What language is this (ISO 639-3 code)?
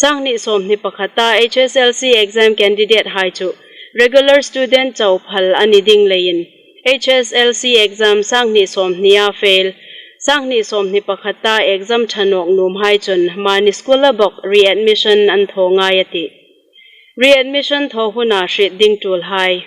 hmr